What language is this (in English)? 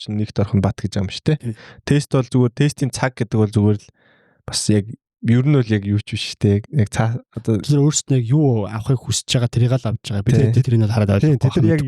Mongolian